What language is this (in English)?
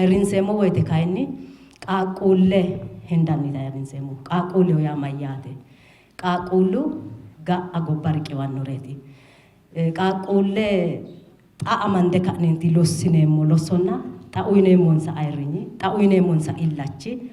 Sidamo